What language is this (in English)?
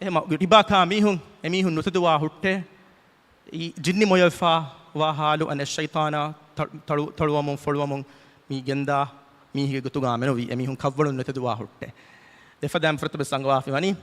Divehi